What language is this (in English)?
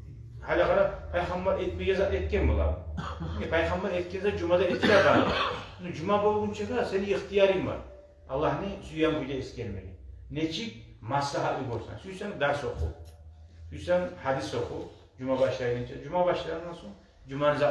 Kumyk